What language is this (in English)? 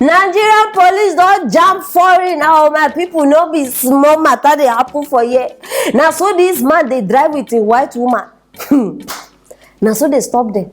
Nigerian Pidgin